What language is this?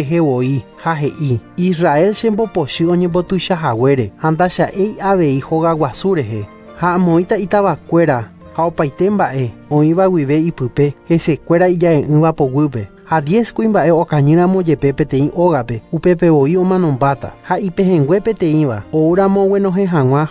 Guarani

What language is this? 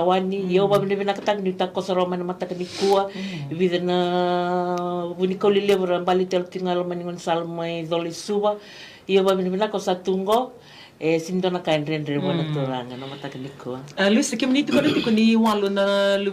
Fijian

